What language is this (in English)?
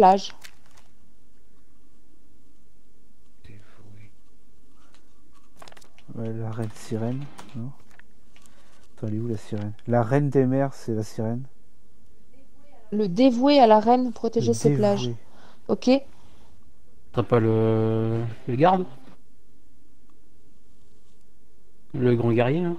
French